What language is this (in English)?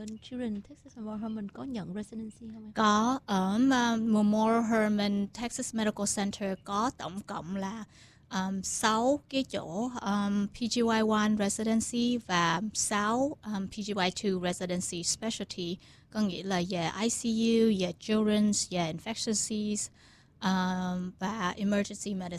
Vietnamese